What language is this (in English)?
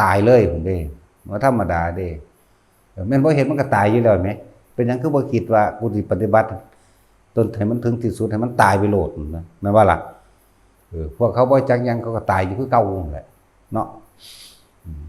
Northeastern Thai